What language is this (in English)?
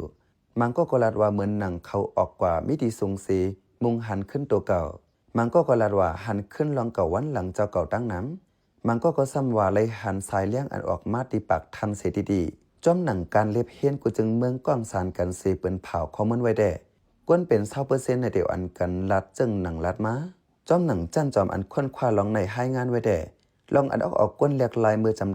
Shan